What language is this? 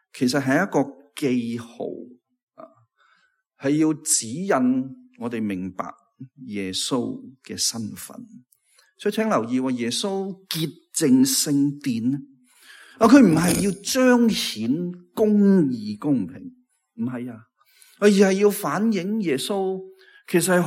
Cantonese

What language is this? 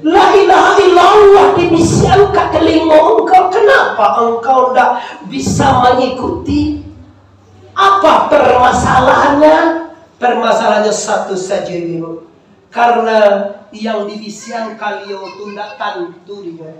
Minangkabau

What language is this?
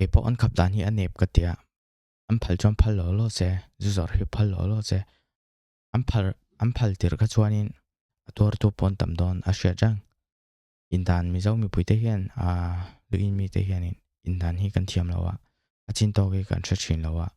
Mizo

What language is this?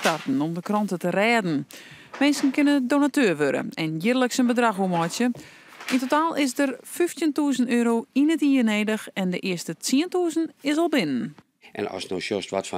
Western Frisian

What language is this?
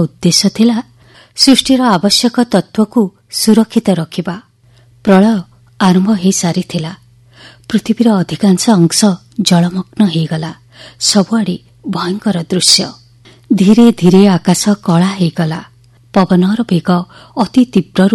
Odia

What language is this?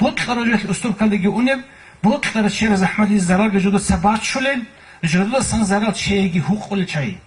Avaric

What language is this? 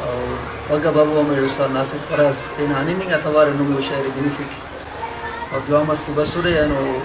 Brahui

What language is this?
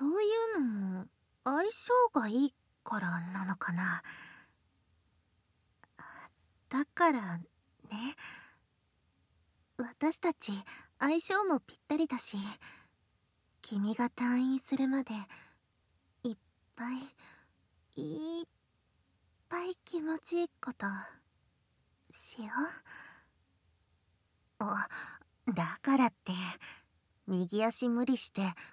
Japanese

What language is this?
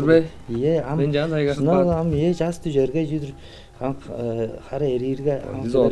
Tuvinian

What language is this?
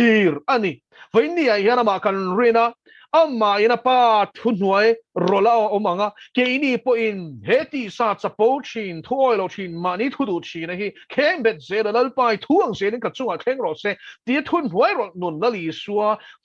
Mizo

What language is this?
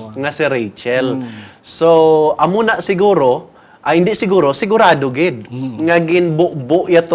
Hiligaynon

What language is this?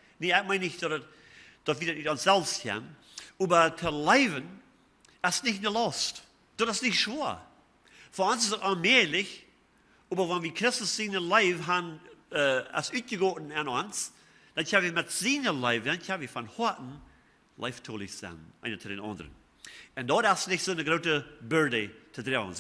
Plautdietsch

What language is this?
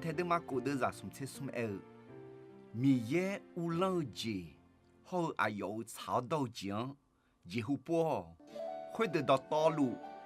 Akha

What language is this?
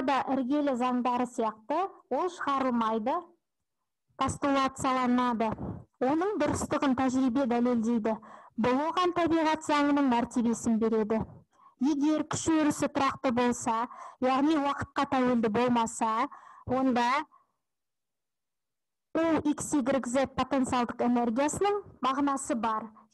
Kazakh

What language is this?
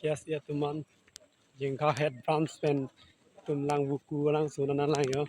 Karbi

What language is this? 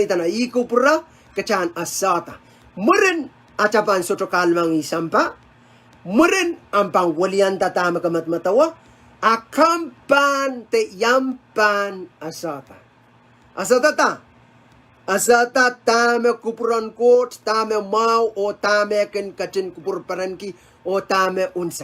Pohnpeian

